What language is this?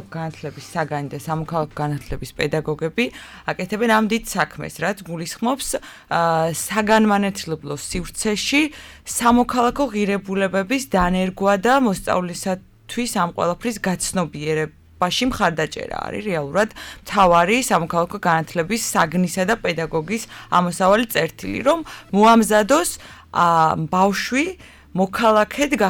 Georgian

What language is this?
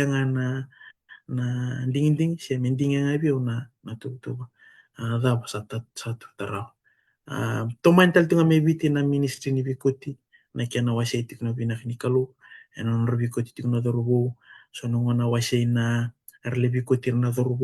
Fijian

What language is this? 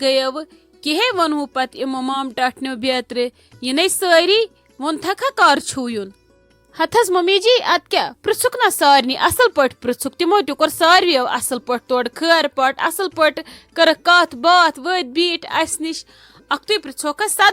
Kashmiri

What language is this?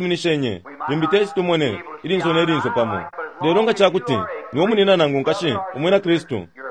Bemba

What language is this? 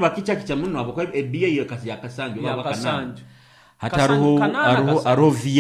Nyoro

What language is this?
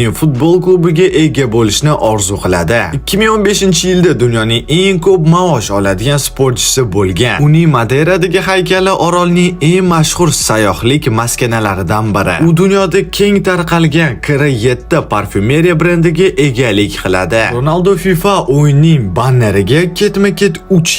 Uzbek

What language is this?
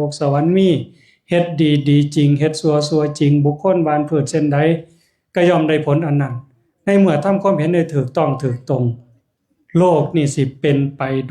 Northeastern Thai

